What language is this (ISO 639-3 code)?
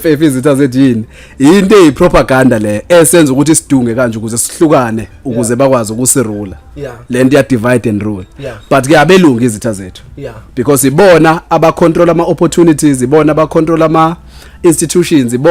zul